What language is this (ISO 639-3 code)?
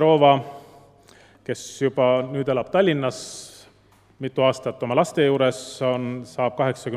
est